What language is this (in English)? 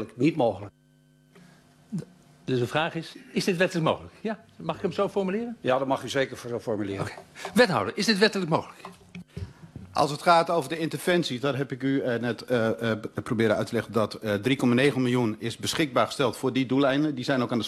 Dutch